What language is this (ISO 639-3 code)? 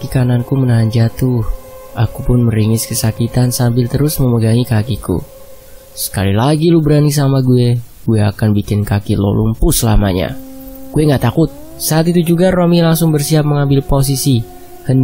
ind